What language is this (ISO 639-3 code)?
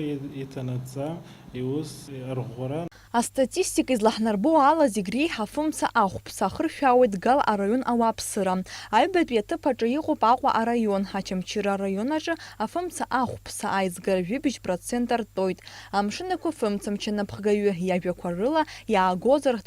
abk